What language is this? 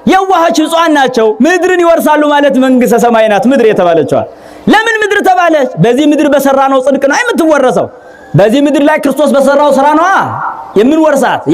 Amharic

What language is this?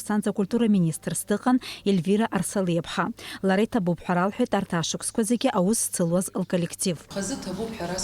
Abkhazian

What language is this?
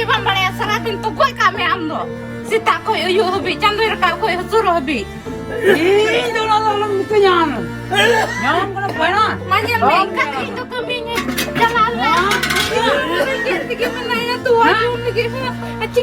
Santali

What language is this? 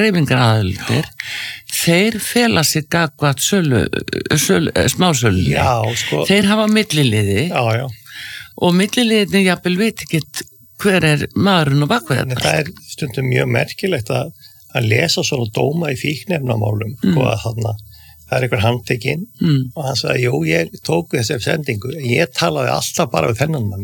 Icelandic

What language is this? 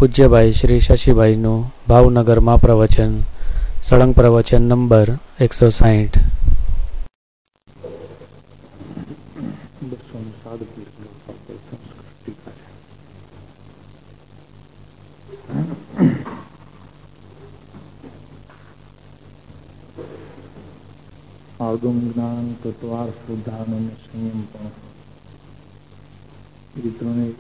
Gujarati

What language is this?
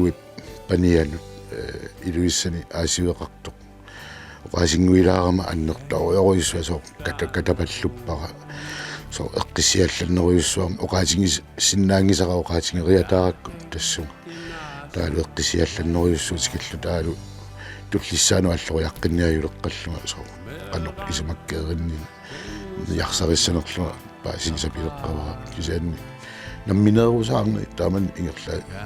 Kalaallisut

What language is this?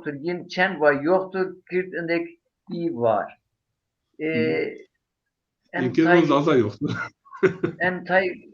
Zaza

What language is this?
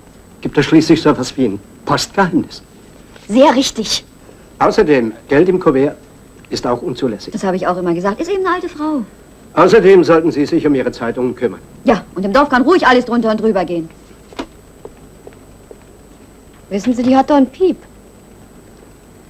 German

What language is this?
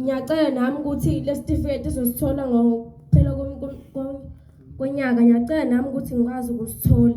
Zulu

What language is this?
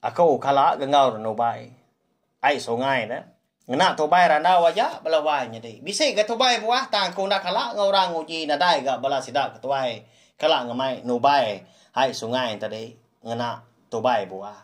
Iban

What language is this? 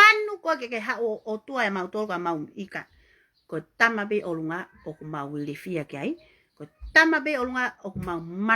Tongan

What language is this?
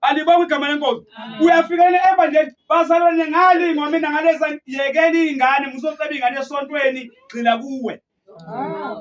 Zulu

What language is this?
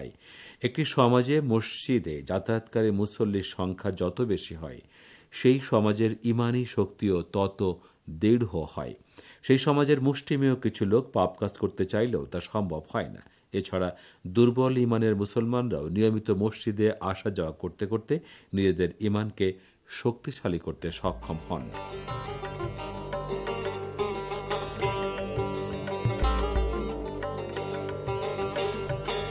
Bangla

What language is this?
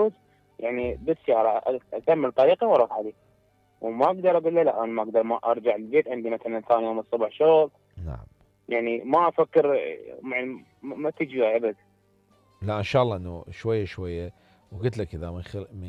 Mesopotamian Arabic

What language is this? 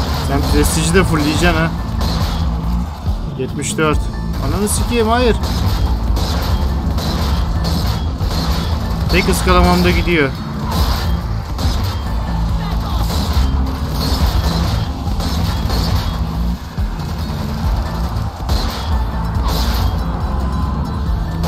Turkish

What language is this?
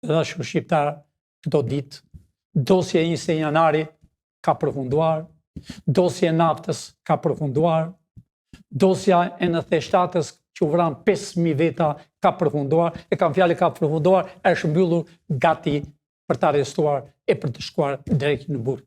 Albanian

